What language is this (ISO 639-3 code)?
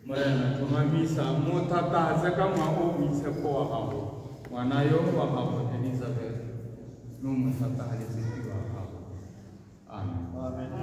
tsn